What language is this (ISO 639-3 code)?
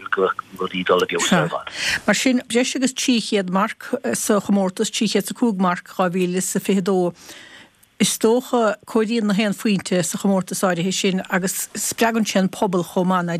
gle